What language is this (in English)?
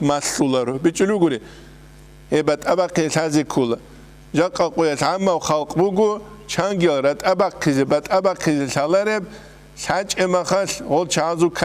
Avaric